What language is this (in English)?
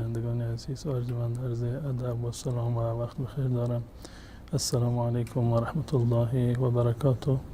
Persian